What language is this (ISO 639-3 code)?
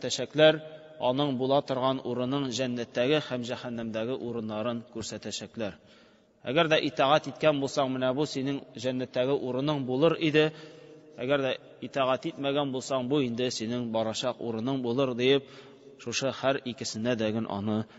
tat